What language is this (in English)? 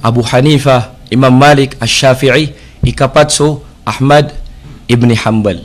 Maranao